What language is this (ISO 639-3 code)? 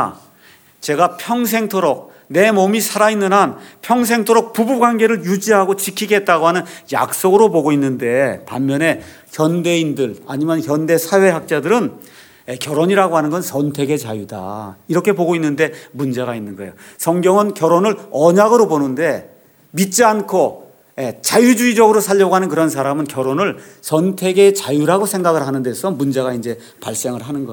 kor